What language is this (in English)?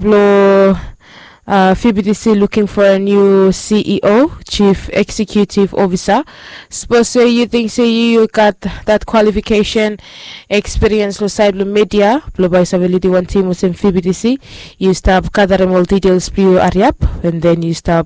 Bislama